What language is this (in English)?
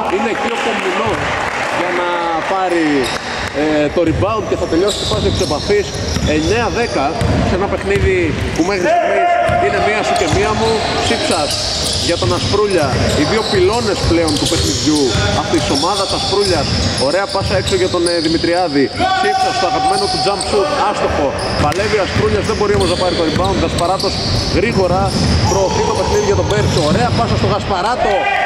Greek